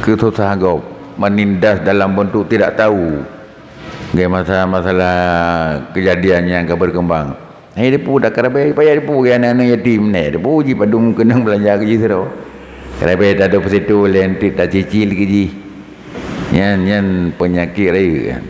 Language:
Achinese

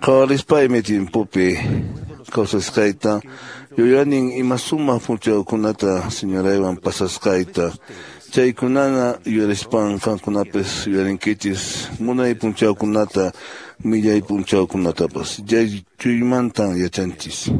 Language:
Quechua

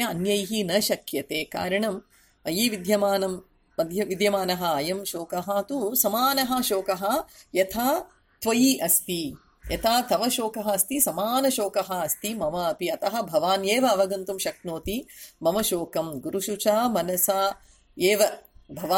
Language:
Sanskrit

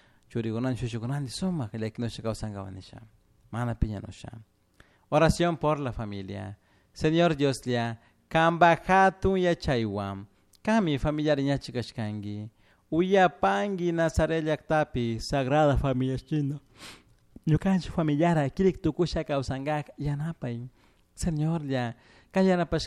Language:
Chimborazo Highland Quichua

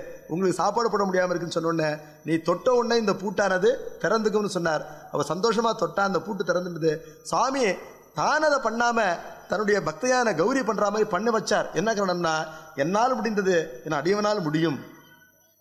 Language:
Tamil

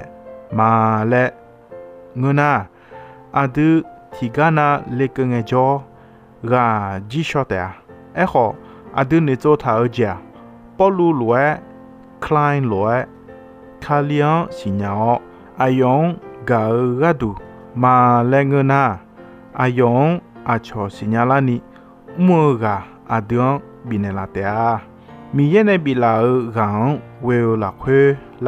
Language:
Akha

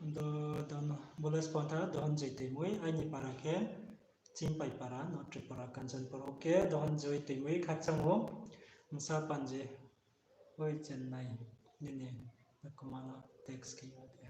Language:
Riang (India)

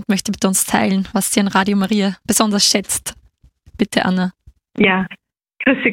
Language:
German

